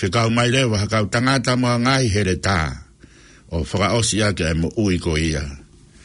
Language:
Tongan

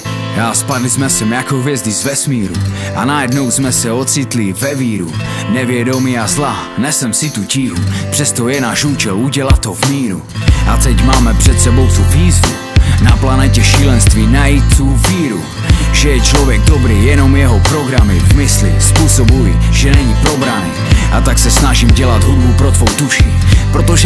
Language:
Czech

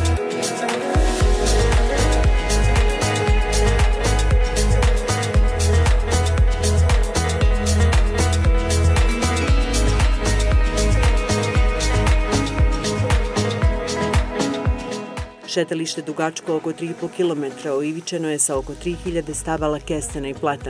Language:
Bosnian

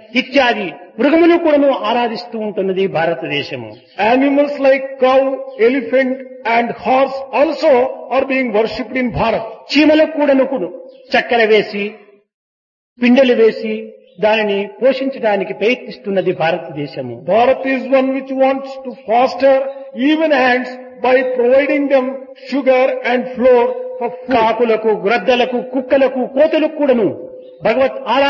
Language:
Telugu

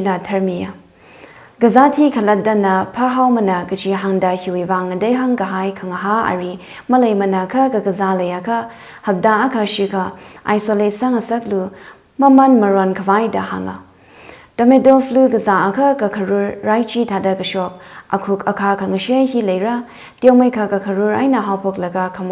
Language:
Tangkhul Naga (India)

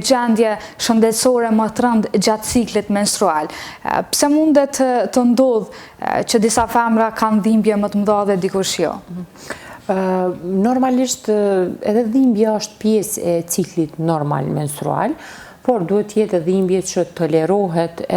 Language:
Albanian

